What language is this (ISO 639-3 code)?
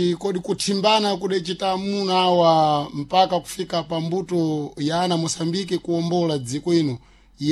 seh